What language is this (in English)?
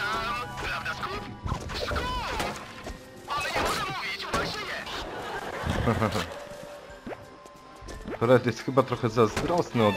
Polish